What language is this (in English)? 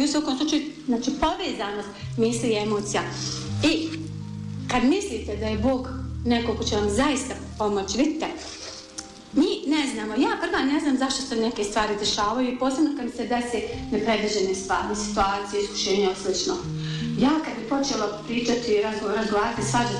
Bosnian